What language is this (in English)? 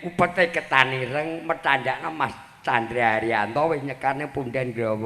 Javanese